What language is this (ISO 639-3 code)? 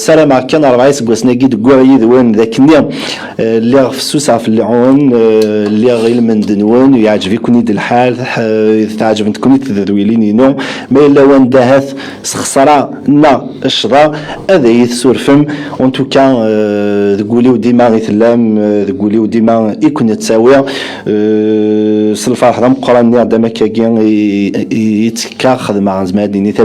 kab